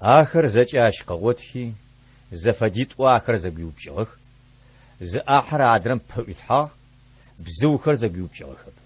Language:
Adyghe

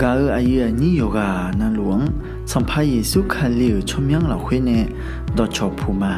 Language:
Akha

